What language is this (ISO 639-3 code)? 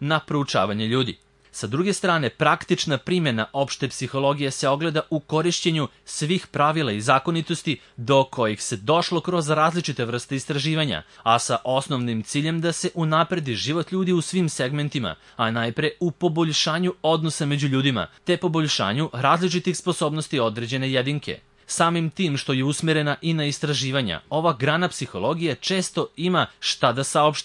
srp